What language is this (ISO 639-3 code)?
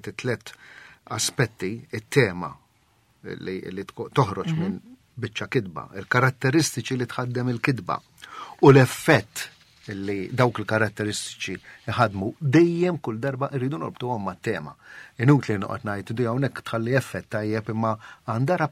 mlt